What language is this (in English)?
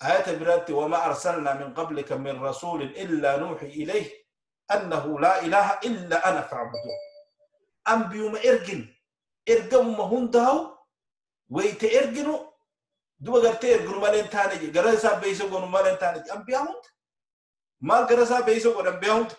Oromo